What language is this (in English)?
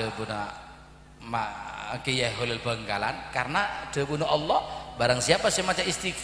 Madurese